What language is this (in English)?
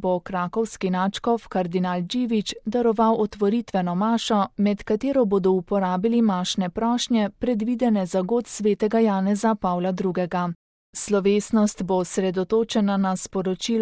Slovenian